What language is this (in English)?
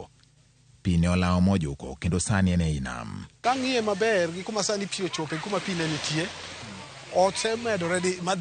Luo (Kenya and Tanzania)